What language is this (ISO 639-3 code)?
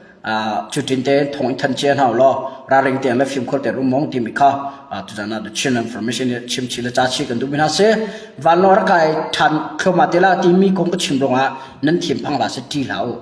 cnh